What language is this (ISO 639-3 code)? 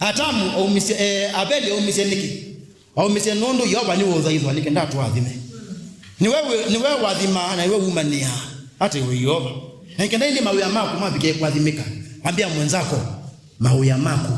kam